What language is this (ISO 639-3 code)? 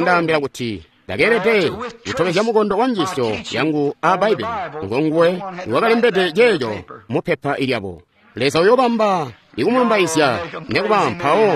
toi